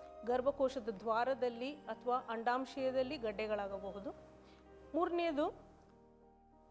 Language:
Kannada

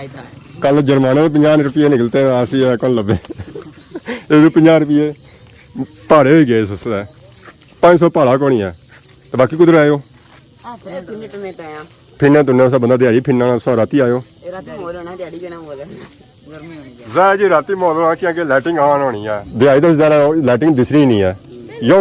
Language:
Pahari-Potwari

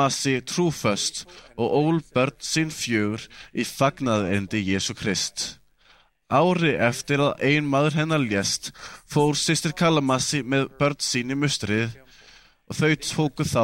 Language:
Icelandic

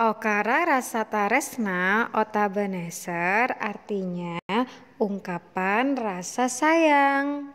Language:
Madurese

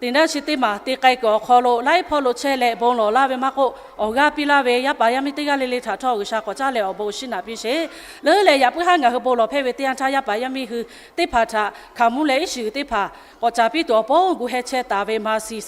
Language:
Lahu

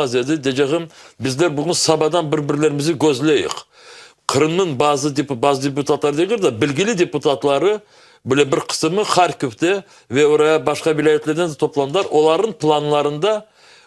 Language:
Crimean Tatar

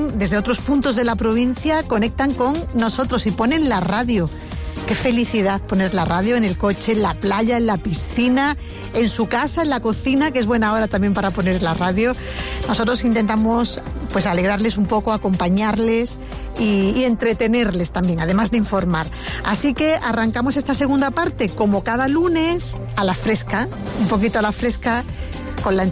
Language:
Spanish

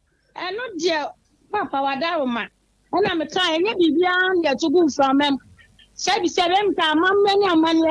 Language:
Akan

